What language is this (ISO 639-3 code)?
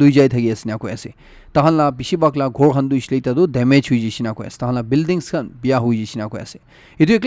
nag